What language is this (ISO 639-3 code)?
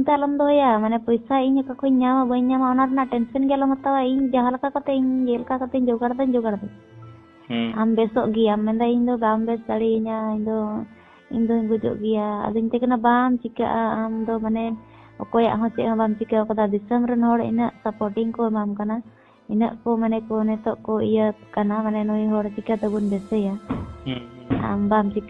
sat